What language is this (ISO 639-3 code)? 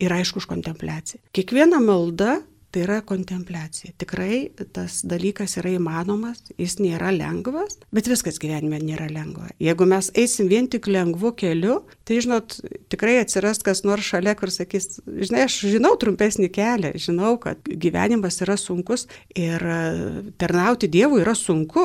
lit